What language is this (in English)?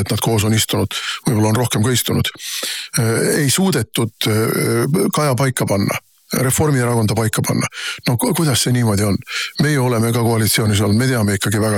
Estonian